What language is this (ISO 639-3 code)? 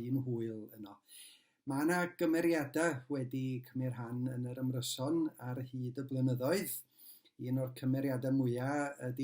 cym